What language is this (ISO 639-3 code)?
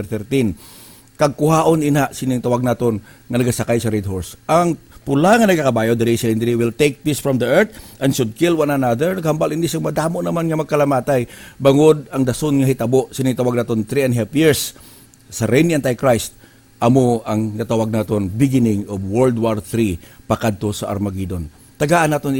hil